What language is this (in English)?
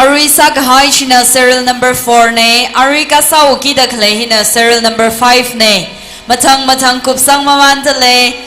Tangkhul Naga (India)